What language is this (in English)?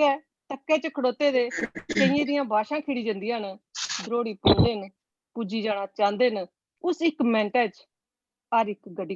Dogri